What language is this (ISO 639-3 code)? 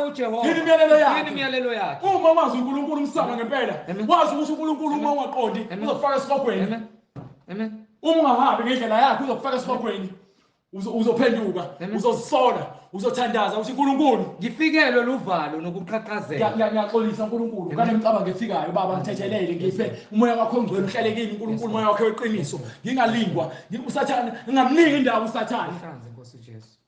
zul